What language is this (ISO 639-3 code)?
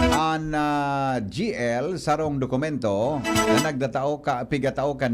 bik